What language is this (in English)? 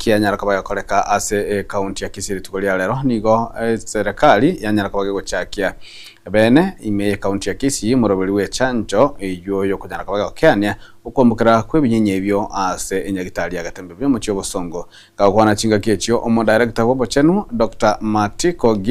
Gusii